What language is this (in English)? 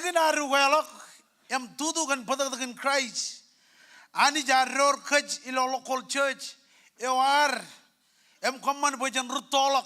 Marshallese